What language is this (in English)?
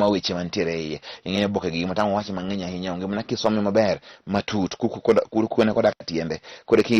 Luo (Kenya and Tanzania)